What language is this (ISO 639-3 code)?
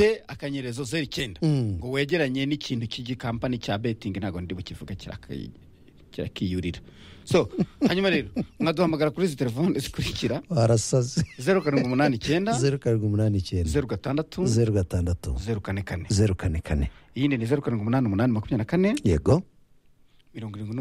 kin